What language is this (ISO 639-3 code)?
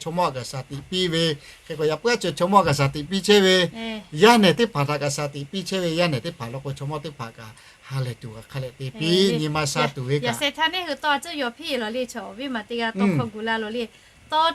lhu